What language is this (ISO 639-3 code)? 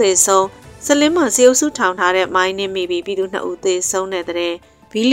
mya